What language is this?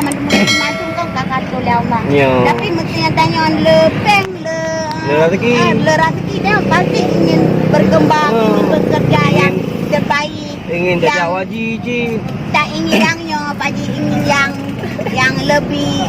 Achinese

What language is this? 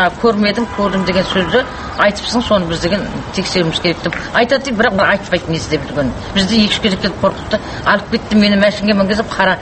Kazakh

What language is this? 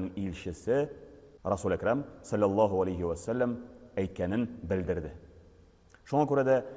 Tatar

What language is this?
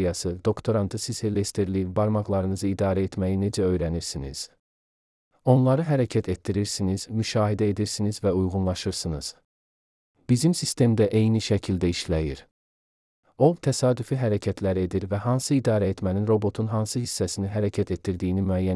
Azerbaijani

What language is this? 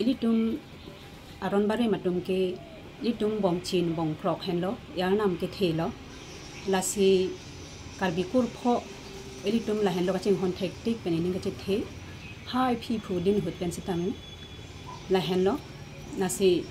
Karbi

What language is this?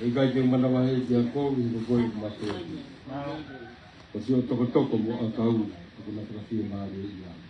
Tongan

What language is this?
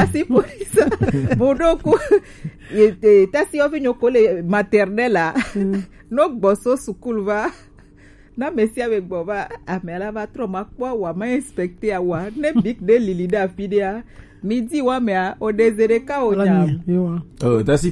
Gen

